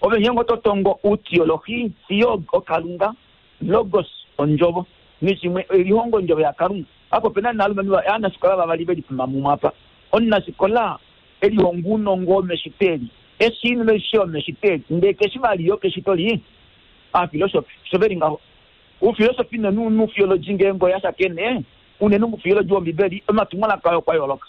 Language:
Kuanyama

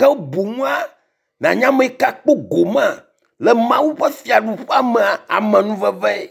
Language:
Ewe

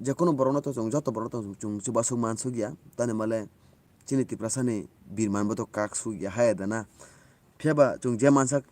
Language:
Kok Borok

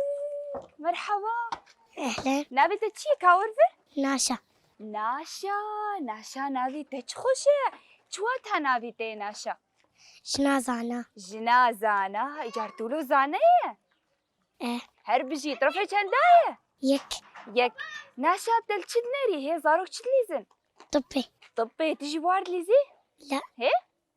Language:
Kurdish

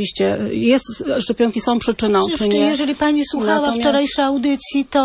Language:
Polish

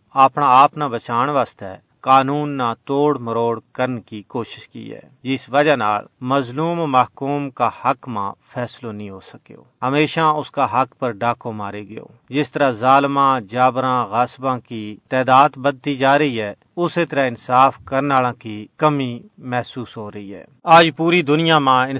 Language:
Gujari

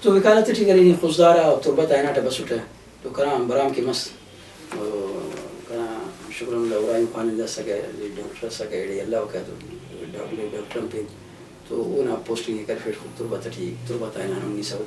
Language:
Brahui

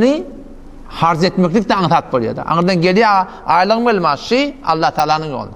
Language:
Turkmen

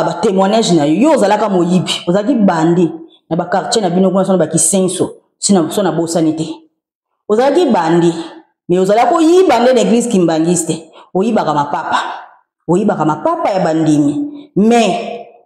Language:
Lingala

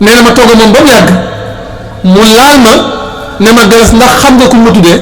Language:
Wolof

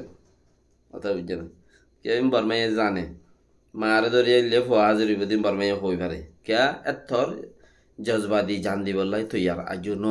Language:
Rohingya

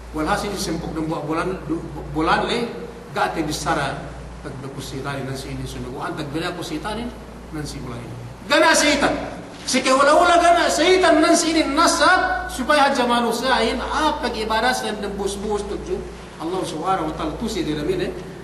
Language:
Yakan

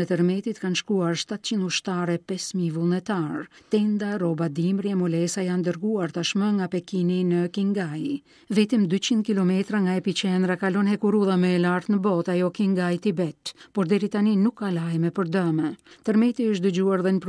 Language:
Albanian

